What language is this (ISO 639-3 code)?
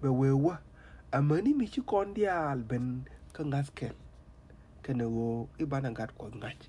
nus